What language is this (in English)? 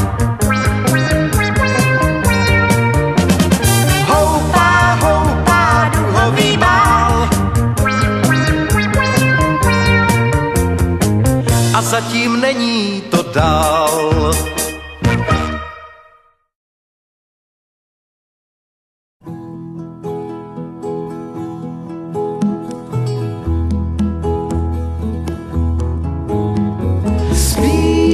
Czech